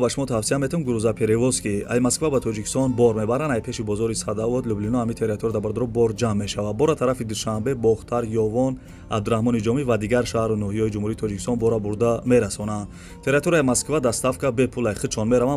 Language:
Tajik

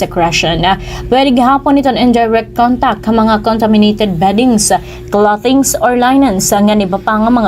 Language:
Waray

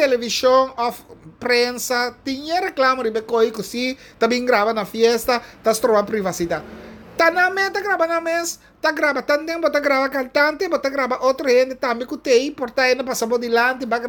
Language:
Papiamento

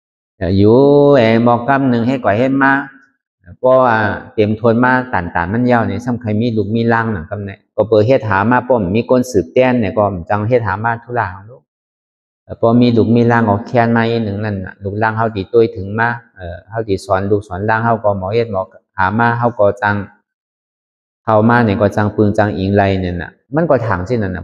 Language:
Shan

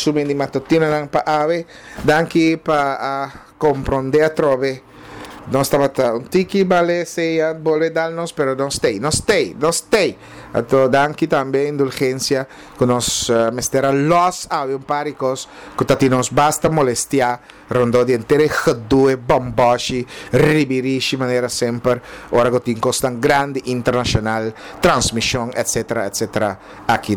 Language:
Papiamento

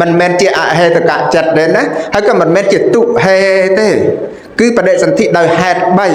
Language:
Khmer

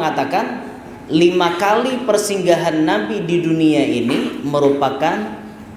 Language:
Banjar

